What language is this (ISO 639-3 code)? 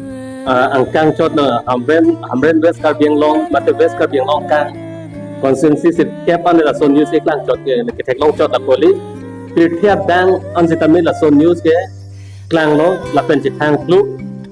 mjw